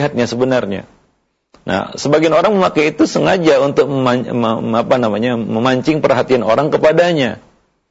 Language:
Indonesian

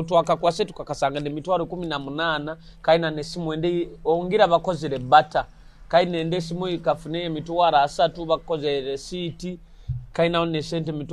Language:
Nyoro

